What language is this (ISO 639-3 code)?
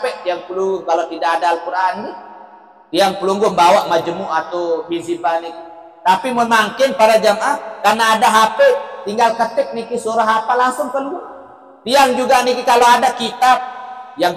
sas